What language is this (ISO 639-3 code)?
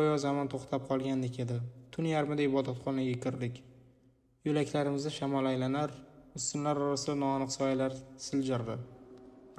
uzb